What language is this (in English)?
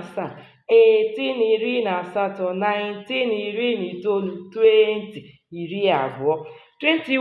Igbo